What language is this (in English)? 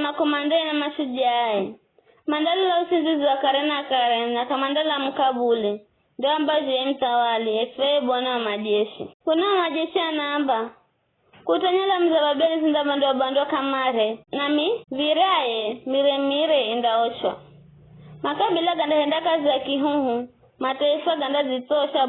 Giryama